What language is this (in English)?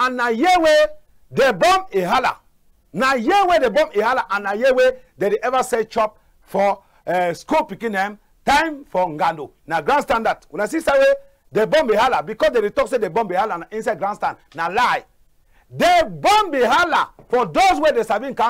Cameroon Pidgin